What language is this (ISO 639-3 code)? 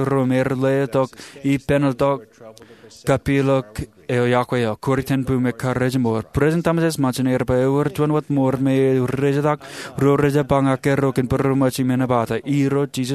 mah